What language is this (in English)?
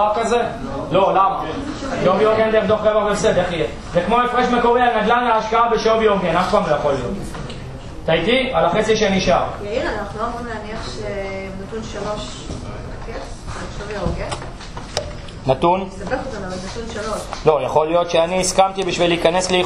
Hebrew